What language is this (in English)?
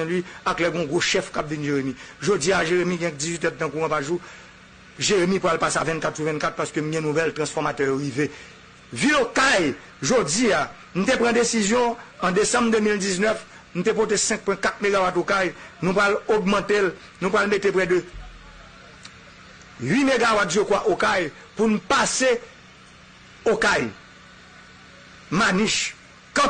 Haitian Creole